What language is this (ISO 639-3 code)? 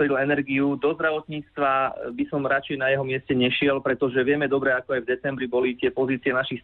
slk